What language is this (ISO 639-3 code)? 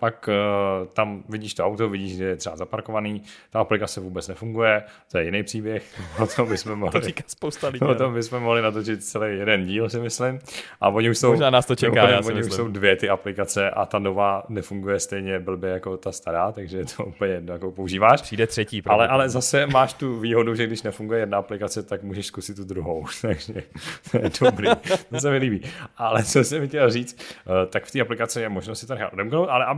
ces